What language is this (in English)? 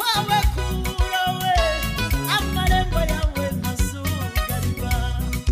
Kinyarwanda